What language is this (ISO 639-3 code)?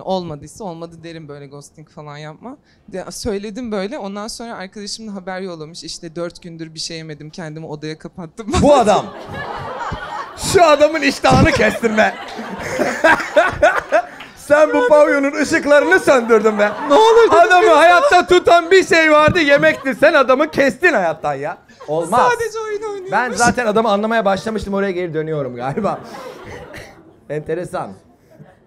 tur